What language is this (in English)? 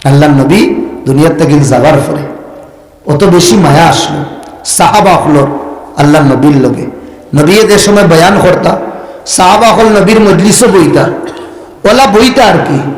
Sylheti